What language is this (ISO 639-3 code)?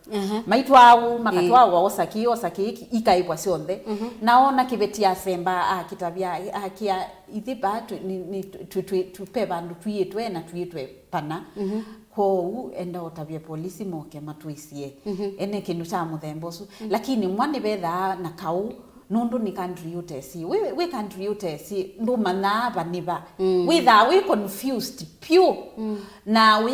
kam